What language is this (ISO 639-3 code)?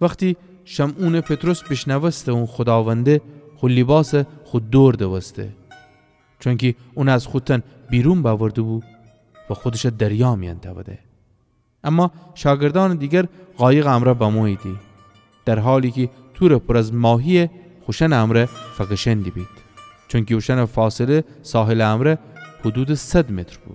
glk